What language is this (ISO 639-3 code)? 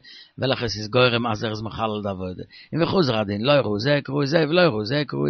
yid